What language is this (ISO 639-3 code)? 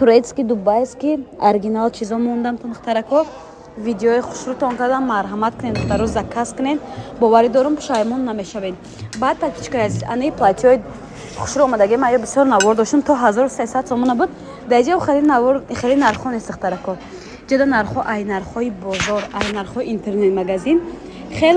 tgk